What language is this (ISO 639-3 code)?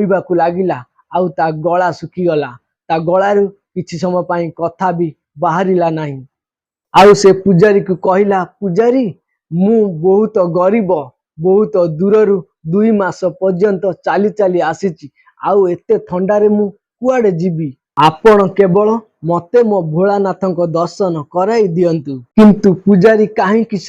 ori